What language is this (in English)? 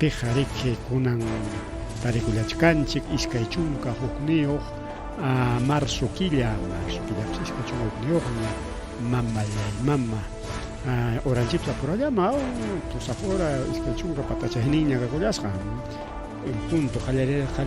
Ayacucho Quechua